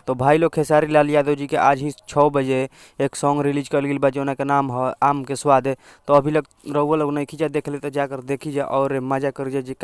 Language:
Bhojpuri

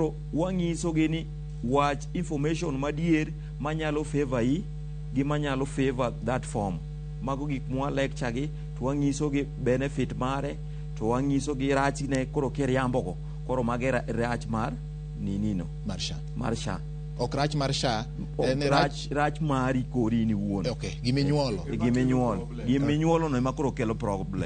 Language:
Luo (Kenya and Tanzania)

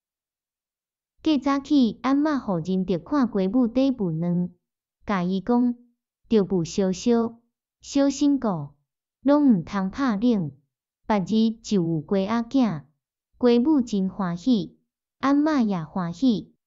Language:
Min Nan Chinese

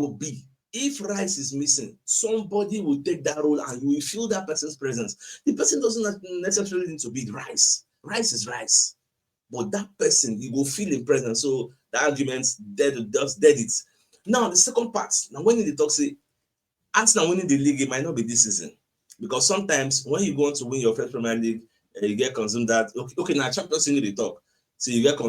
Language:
Nigerian Pidgin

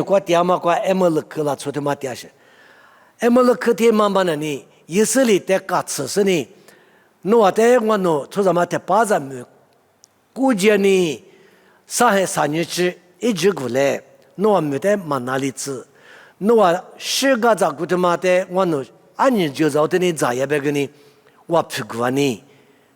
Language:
Lisu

